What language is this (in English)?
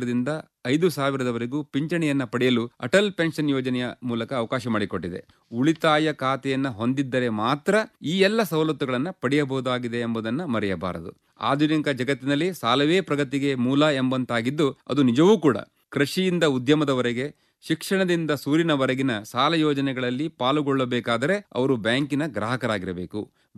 Kannada